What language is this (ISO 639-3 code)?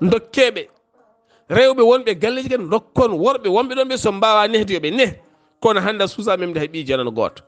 ful